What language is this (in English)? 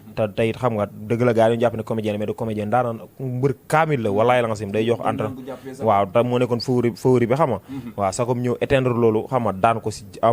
Wolof